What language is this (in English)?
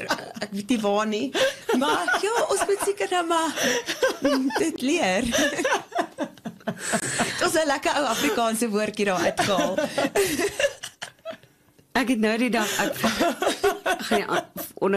Afrikaans